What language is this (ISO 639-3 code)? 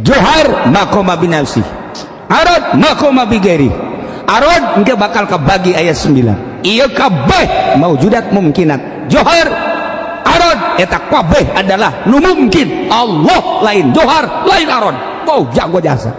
sun